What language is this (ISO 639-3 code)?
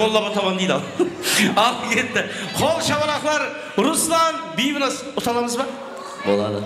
kaa